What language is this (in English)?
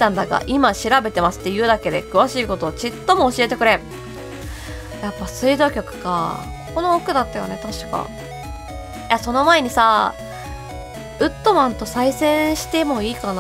Japanese